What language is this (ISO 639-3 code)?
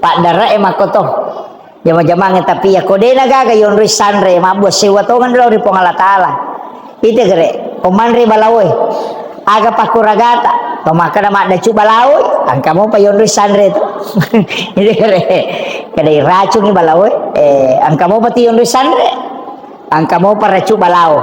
bug